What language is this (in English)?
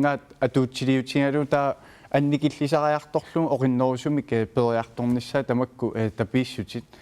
Kalaallisut